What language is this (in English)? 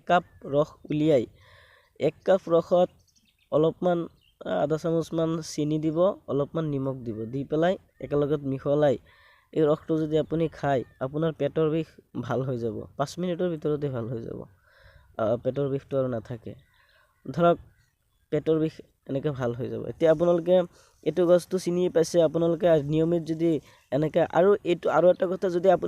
Assamese